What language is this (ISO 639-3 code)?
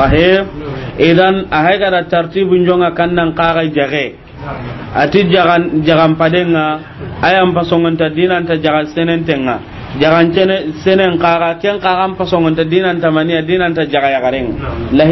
snk